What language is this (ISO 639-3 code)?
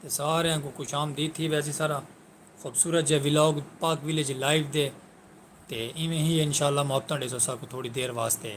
skr